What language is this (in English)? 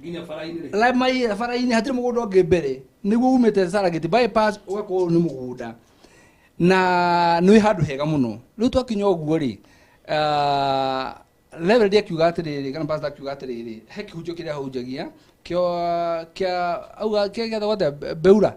Kikuyu